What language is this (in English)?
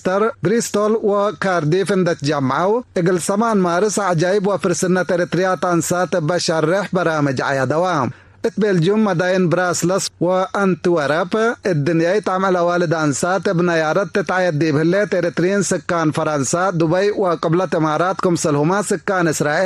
Tigre